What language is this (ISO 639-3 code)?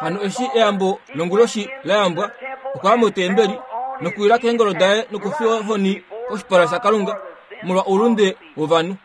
kua